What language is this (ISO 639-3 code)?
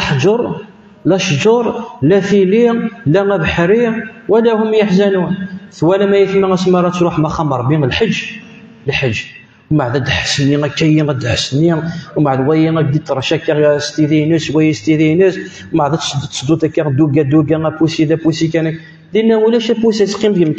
kab